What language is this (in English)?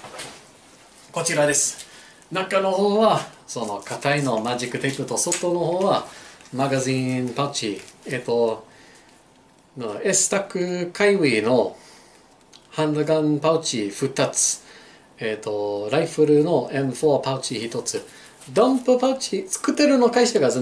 Japanese